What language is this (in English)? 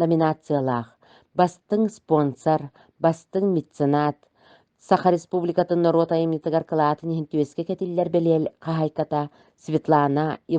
Yakut